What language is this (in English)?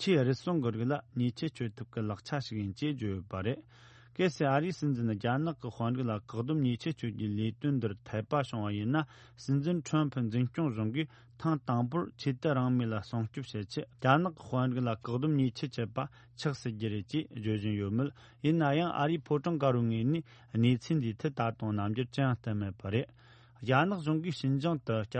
Tibetan